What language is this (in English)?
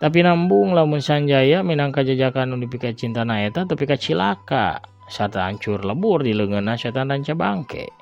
Sundanese